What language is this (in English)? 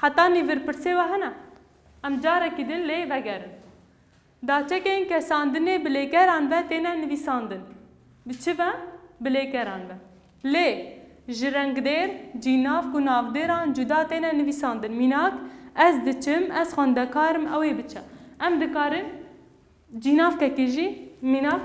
Kurdish